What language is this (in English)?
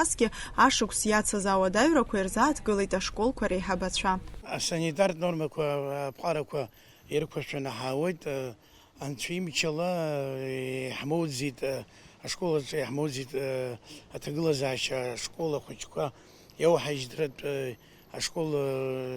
Abkhazian